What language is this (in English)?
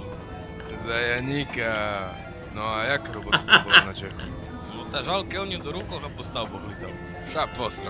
Rusyn